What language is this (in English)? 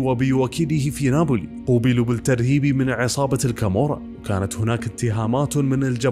Arabic